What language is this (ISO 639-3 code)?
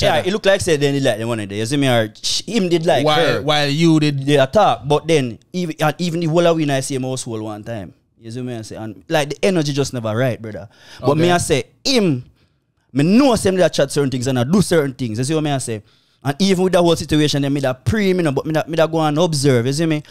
jam